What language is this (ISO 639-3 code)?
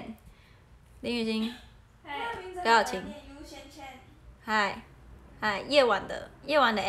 zho